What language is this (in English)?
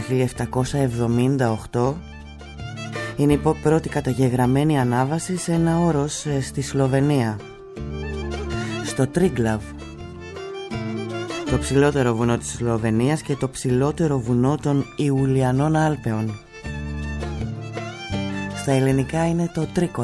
Greek